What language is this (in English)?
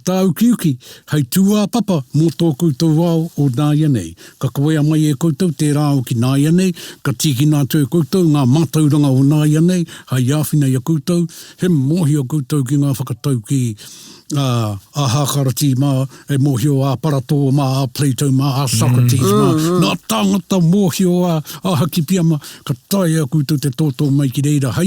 Māori